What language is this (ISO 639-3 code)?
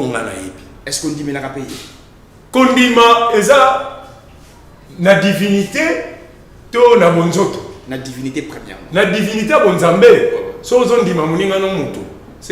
lin